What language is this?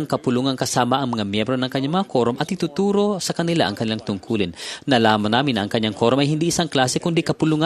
Filipino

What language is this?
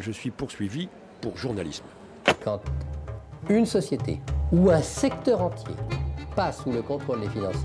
French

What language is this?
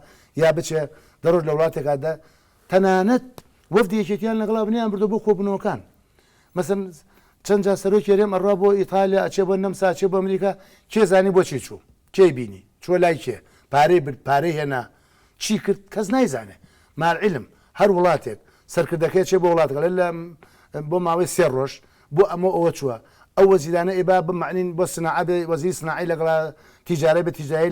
Central Kurdish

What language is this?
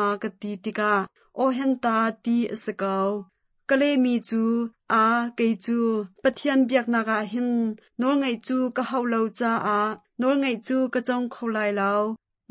Hakha Chin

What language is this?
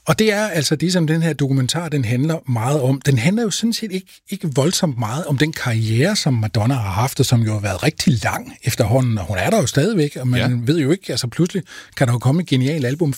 Danish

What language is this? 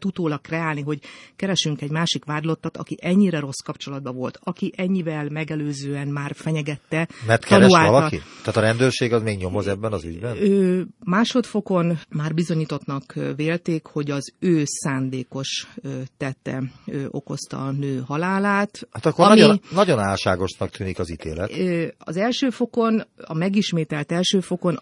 Hungarian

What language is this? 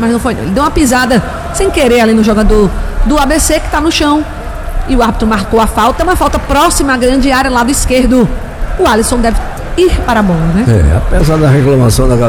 Portuguese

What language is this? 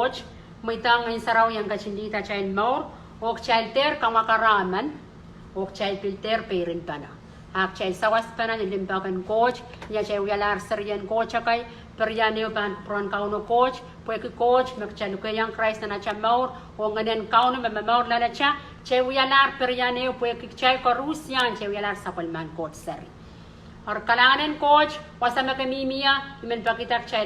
Pohnpeian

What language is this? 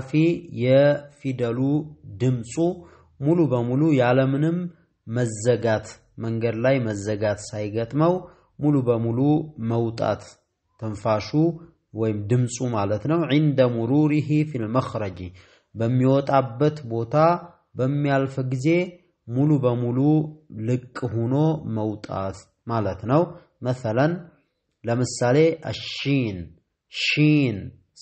Amharic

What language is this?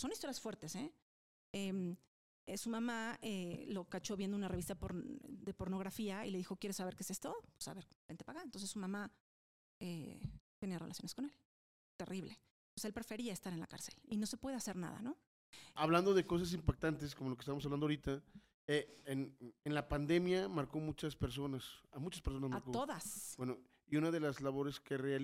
Spanish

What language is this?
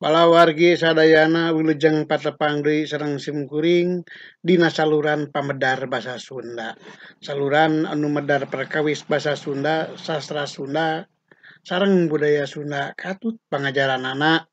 Sundanese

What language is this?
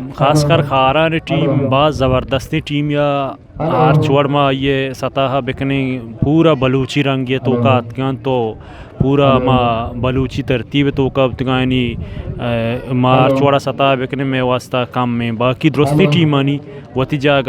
Eastern Balochi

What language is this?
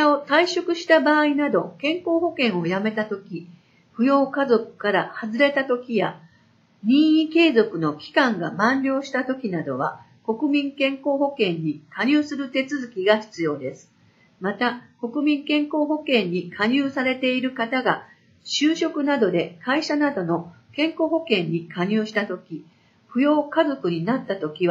Japanese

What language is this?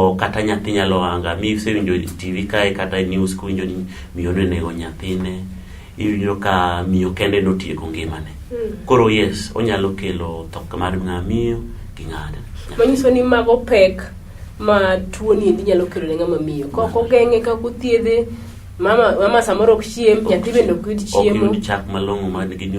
Luo (Kenya and Tanzania)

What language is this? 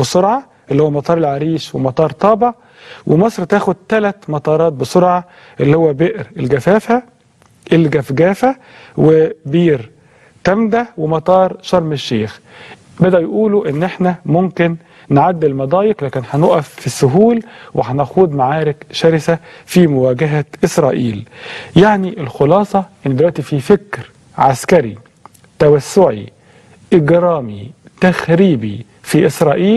Egyptian Arabic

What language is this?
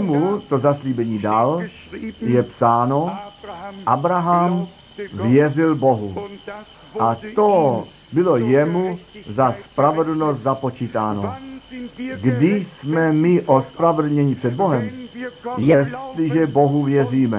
Czech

